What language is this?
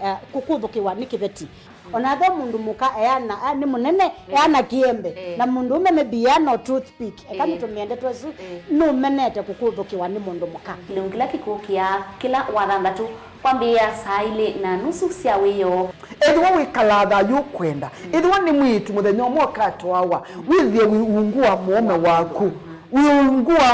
Kamba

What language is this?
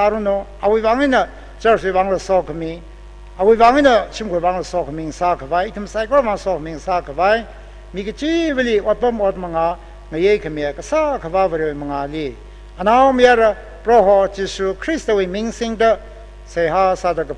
Tangkhul Naga (India)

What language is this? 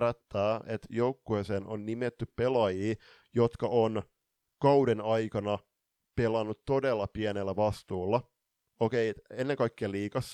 Finnish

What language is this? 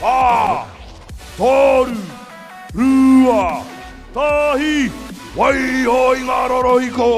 Māori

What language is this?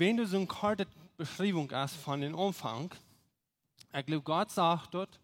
Plautdietsch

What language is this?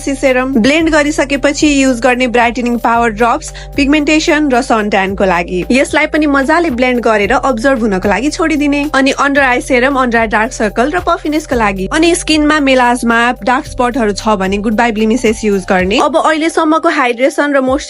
Nepali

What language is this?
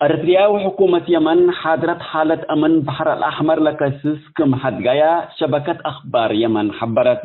Tigre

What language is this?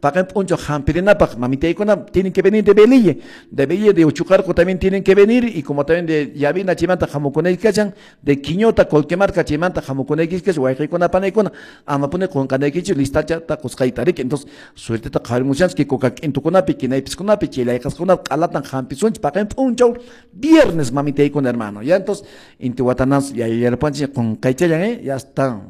Quechua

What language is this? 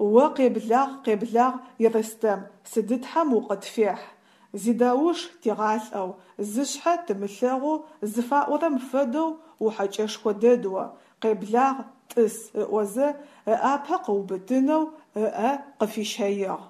Adyghe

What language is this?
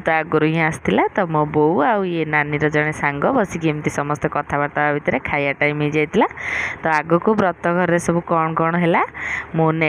Odia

